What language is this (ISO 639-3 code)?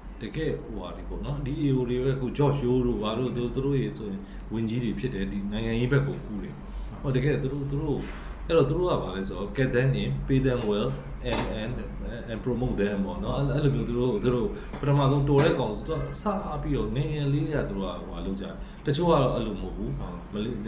mya